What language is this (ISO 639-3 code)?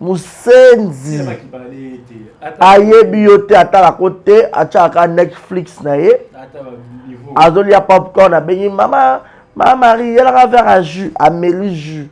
lin